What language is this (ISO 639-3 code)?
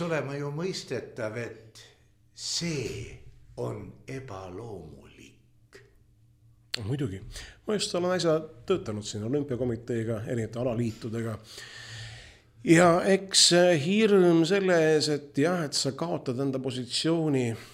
est